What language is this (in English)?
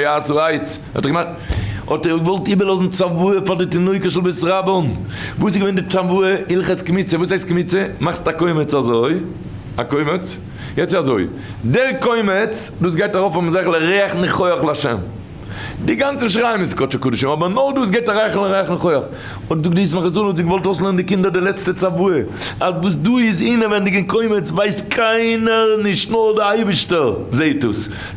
Yiddish